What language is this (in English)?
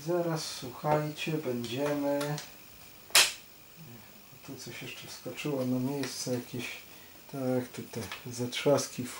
Polish